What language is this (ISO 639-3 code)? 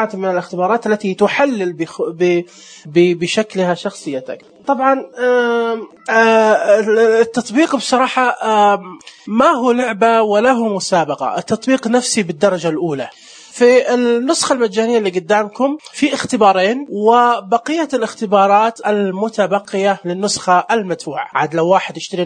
ars